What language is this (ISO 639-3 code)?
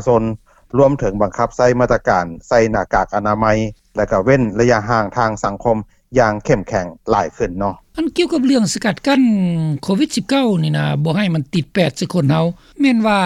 lao